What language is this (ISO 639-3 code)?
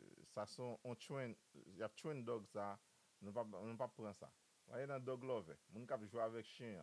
hat